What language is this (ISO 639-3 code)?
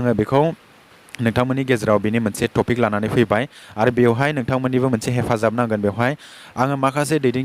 brx